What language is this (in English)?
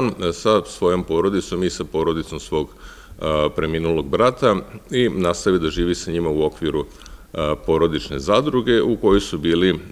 Serbian